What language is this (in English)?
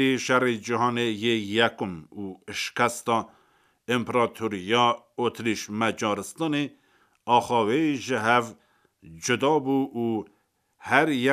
Kurdish